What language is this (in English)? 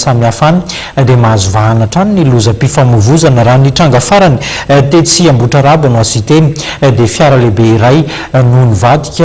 Malagasy